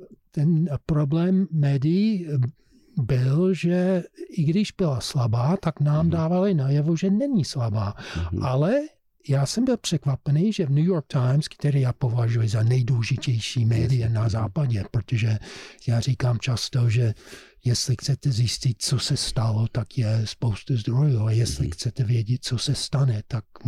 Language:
Czech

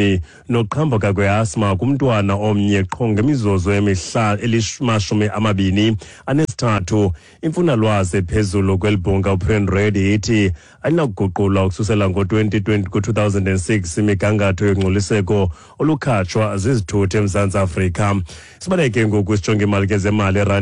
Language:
Xhosa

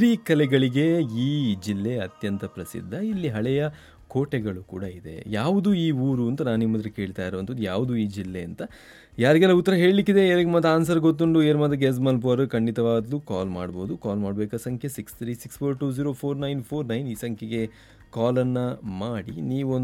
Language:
Kannada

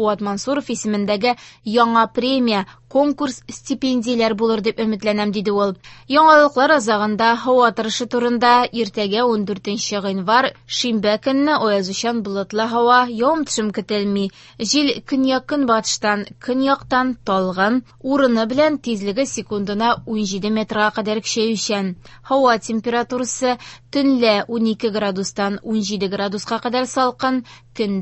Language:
Tatar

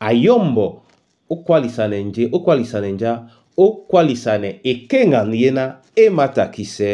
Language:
Duala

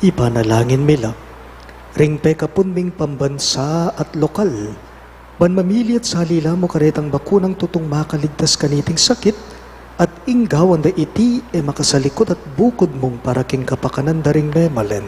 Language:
Pampanga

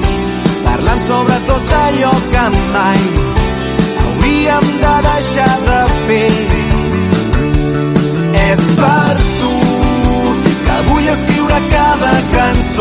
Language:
Catalan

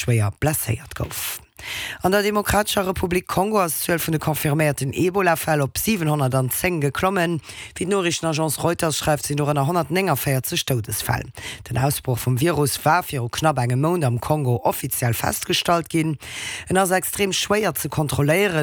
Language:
Luxembourgish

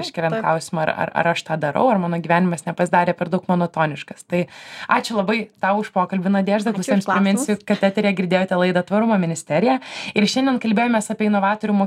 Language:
Lithuanian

